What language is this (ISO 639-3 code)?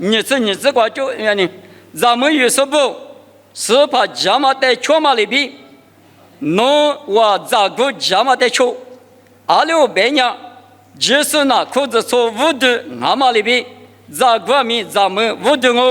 lis